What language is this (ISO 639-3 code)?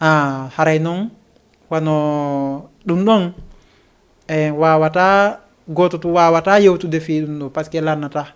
ful